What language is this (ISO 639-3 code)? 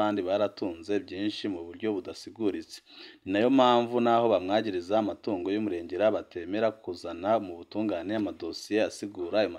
run